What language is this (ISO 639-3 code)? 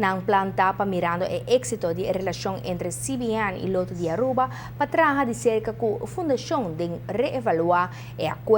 pap